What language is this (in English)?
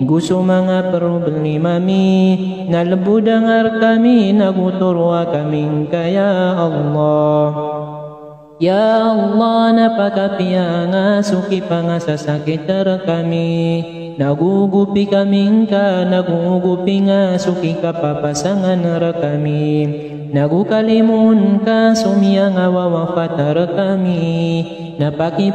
Maranao